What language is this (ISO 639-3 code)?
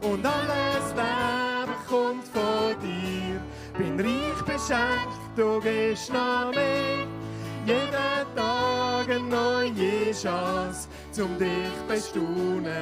gsw